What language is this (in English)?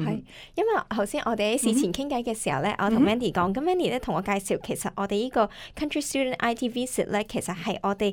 Cantonese